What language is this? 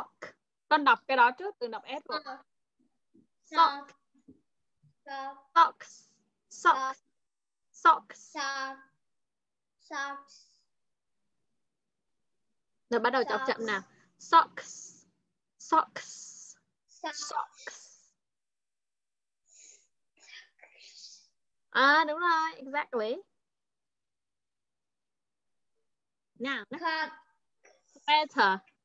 Vietnamese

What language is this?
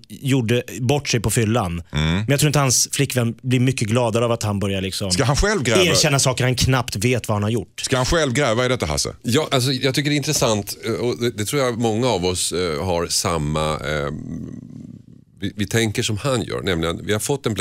Swedish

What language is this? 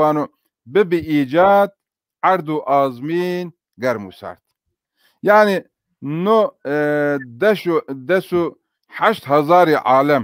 Zaza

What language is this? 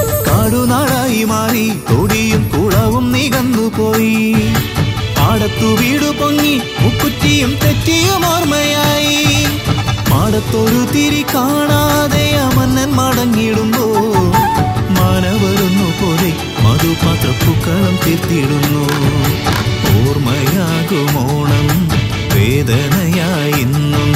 Malayalam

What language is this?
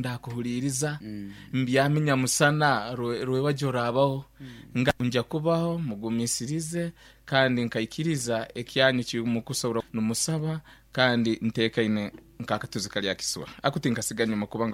Nyankole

